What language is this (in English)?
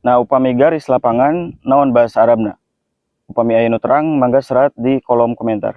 Sundanese